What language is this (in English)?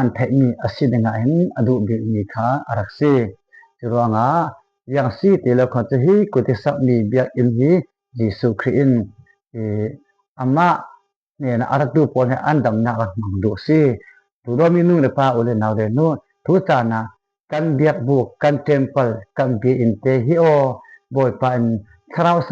Falam Chin